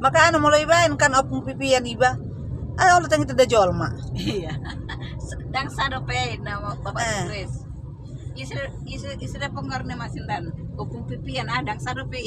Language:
Batak Toba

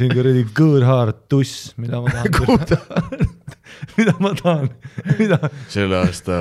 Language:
Estonian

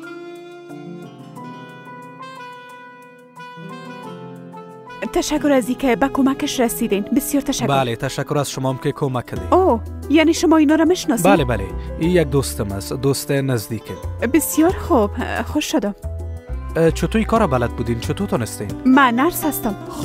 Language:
Persian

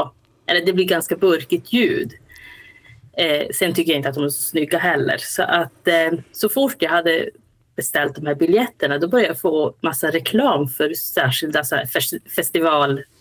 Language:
Swedish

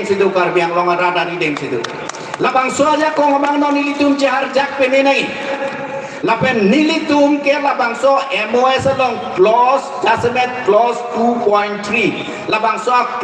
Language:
Karbi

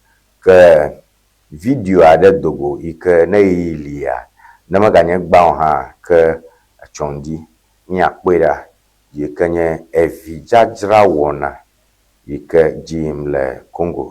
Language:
Ewe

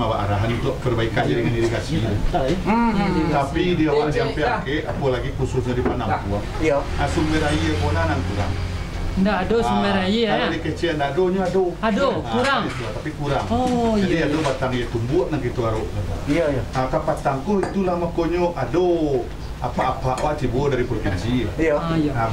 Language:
Minangkabau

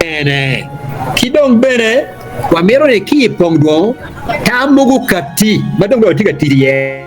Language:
Acoli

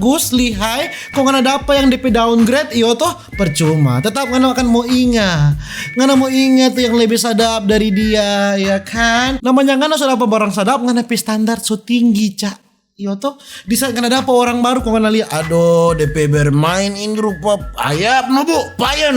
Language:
Manado Malay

